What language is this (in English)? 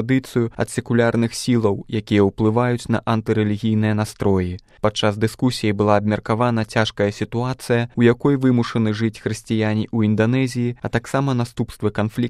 Belarusian